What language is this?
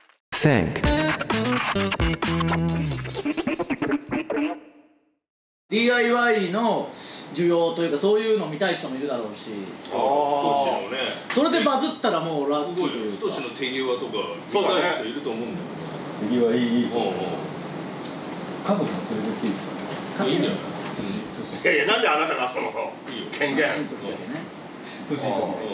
Japanese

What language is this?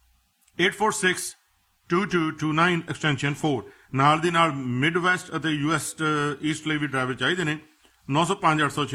Punjabi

